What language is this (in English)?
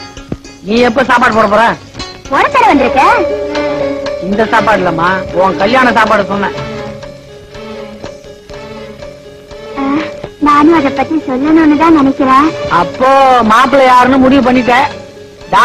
Tamil